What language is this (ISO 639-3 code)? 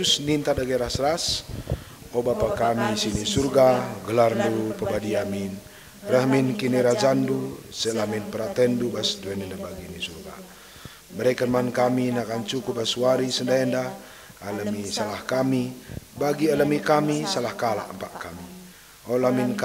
btx